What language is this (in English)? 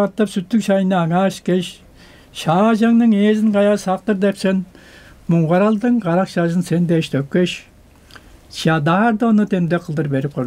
Tuvinian